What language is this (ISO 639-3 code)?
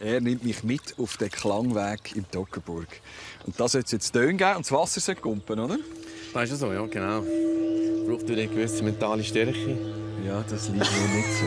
gsw